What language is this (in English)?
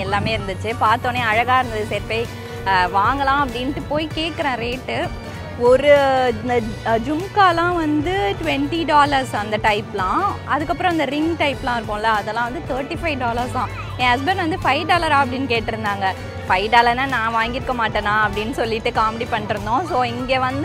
Tamil